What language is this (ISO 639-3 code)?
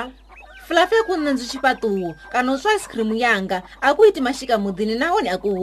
ven